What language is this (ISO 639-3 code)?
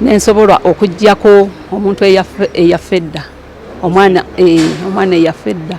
lug